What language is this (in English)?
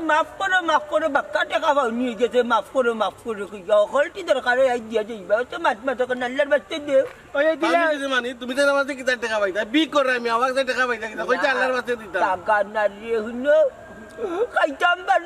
Sylheti